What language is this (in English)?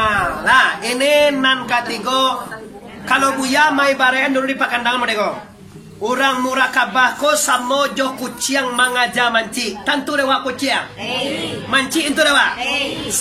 Minangkabau